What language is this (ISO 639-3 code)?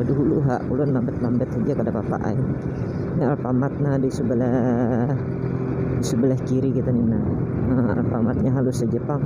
bjn